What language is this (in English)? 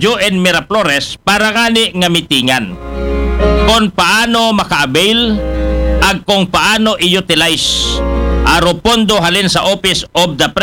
Aklanon